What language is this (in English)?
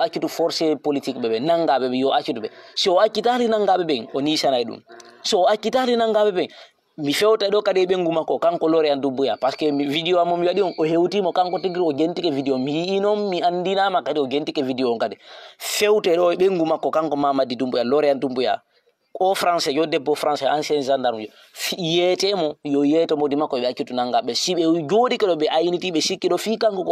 Fula